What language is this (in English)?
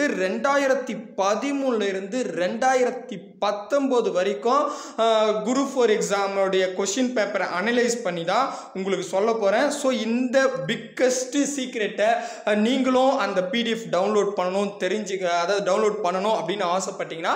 Tamil